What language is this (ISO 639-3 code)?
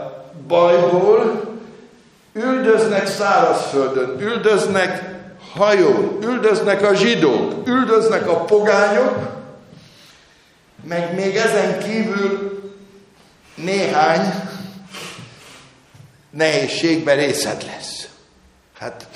hun